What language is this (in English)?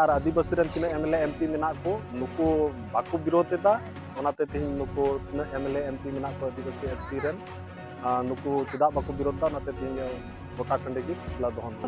Santali